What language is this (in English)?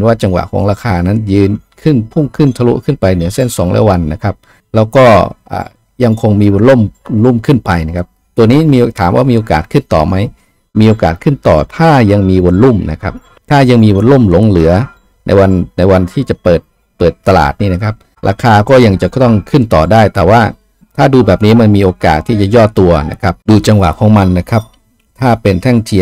Thai